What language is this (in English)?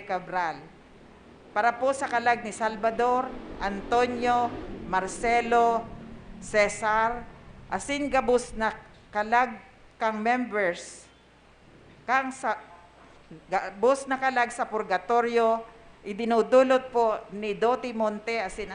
Bikol